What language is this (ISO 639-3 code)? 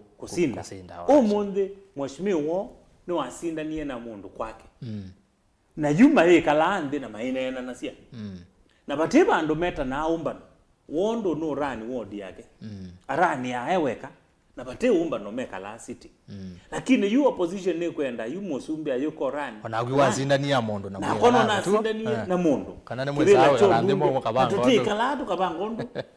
kam